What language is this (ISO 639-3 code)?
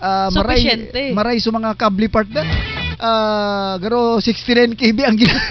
bln